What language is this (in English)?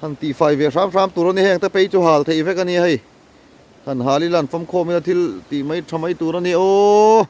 Mizo